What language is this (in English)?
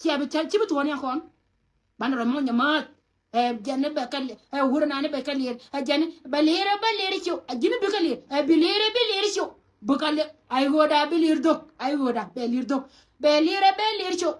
Nuer